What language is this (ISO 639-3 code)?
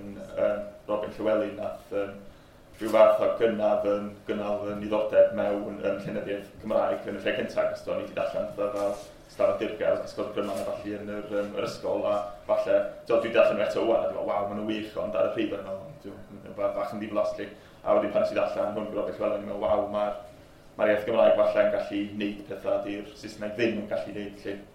cym